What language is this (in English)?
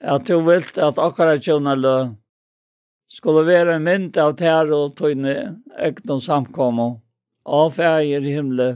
Faroese